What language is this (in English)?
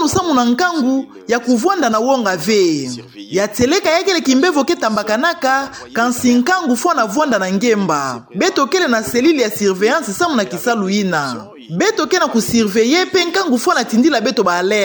Kituba (Democratic Republic of Congo)